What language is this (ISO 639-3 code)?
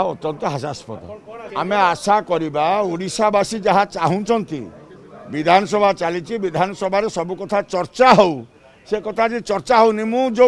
ori